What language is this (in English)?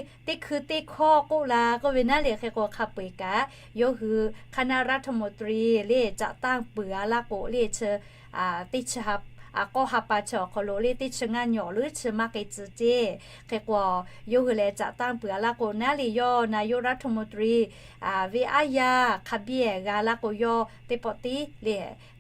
Lahu